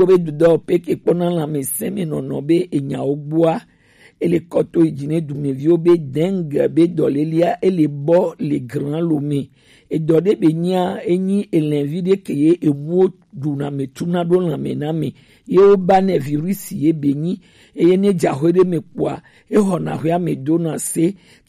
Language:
Gen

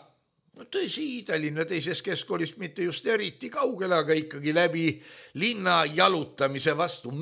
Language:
Estonian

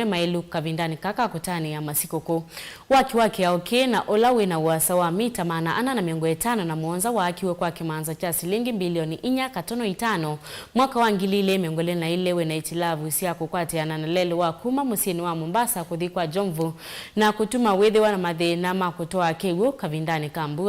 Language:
Kamba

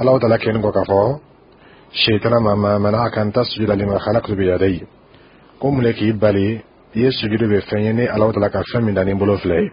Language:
Dyula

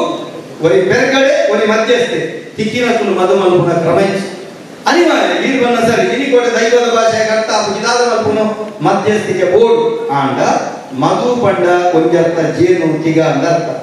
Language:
Tulu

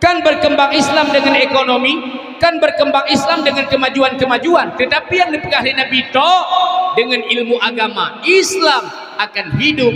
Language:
Achinese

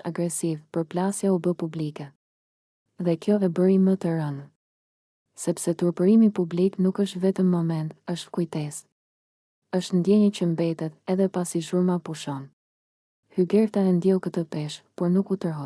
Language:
Albanian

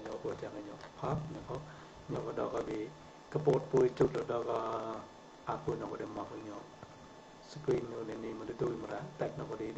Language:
Mon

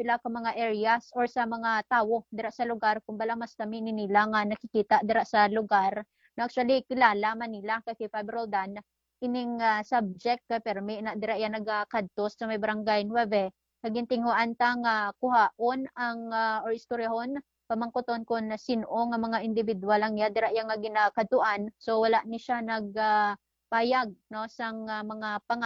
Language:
Hiligaynon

